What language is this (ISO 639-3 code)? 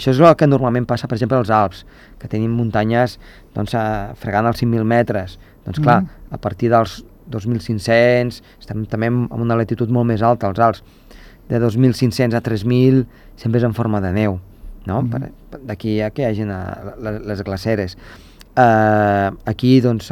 cat